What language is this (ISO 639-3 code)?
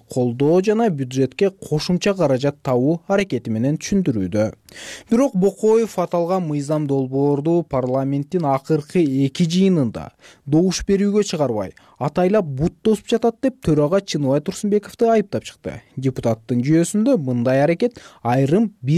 kir